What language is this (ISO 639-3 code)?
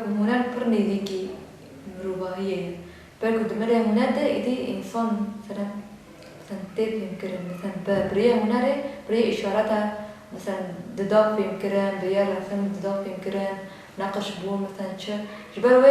kur